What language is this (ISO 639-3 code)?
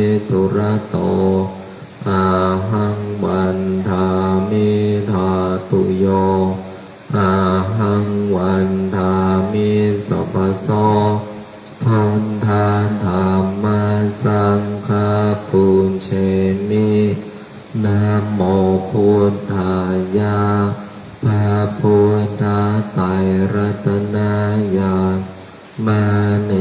pli